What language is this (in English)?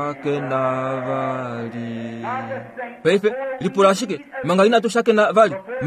Kuanyama